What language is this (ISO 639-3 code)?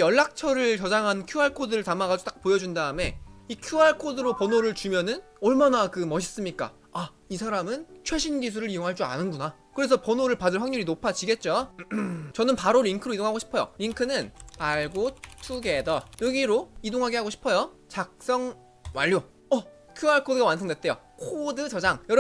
kor